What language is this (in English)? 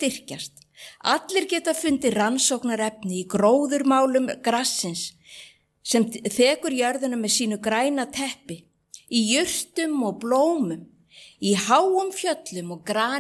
Icelandic